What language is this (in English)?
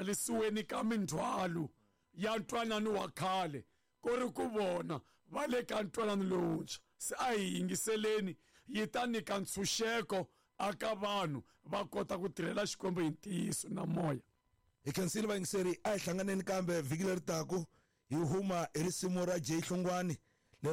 Tsonga